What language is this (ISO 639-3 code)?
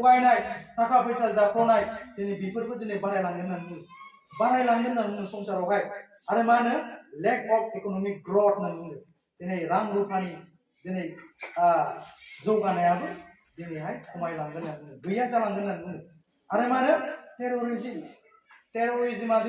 brx